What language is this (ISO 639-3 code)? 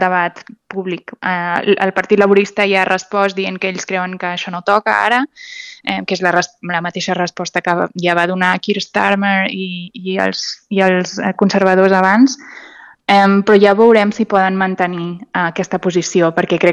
cat